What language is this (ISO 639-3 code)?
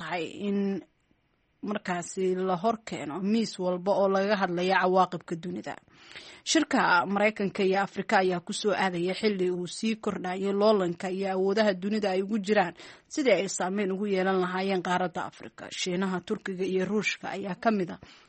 som